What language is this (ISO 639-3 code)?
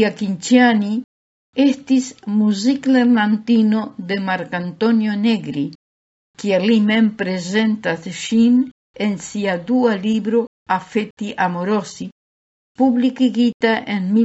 epo